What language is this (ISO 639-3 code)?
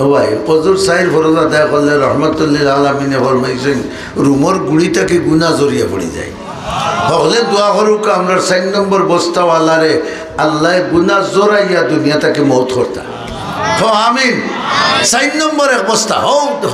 syl